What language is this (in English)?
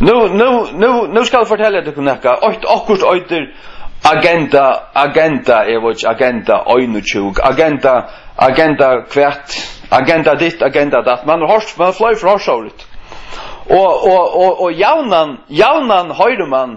Faroese